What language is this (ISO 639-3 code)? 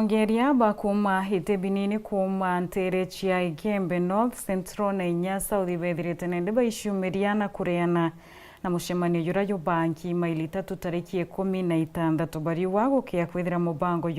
mer